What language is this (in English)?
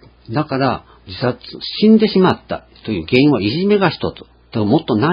Japanese